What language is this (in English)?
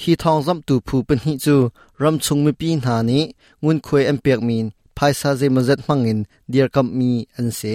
Hakha Chin